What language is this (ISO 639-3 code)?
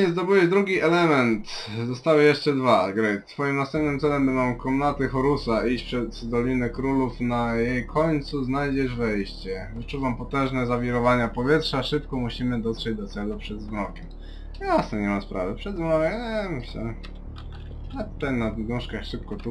pol